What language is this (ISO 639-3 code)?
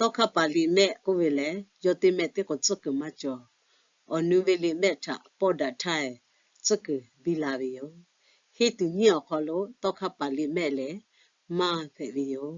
lhu